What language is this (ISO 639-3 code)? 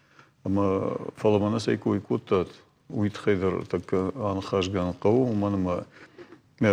oss